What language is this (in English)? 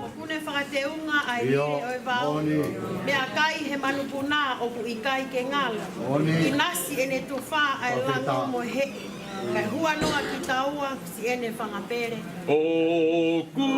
Tongan